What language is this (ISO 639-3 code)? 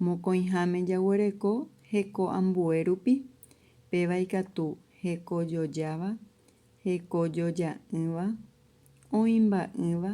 grn